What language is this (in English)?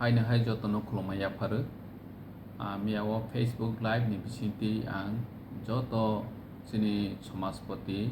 Kok Borok